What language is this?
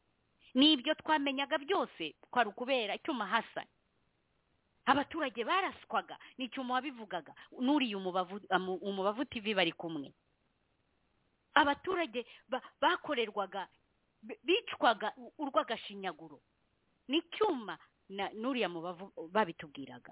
Kinyarwanda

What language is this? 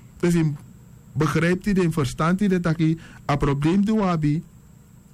Sranan Tongo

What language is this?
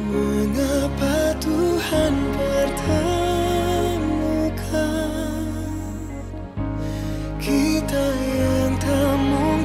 Indonesian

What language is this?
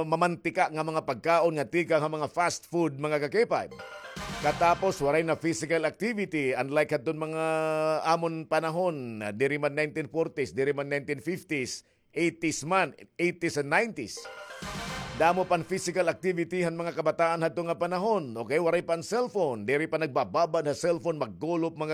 Waray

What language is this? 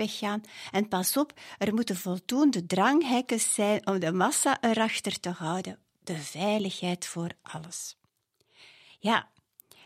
Dutch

